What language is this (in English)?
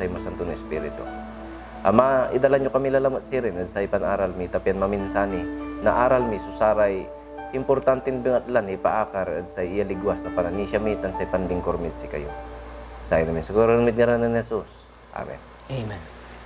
Pangasinan